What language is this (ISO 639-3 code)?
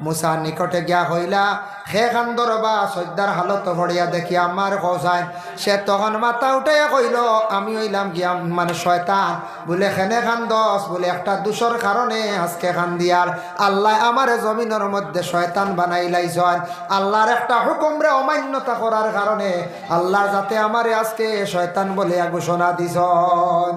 syl